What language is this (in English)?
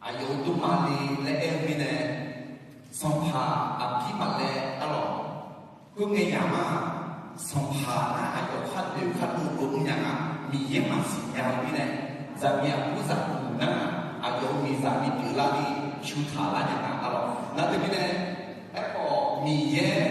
Akha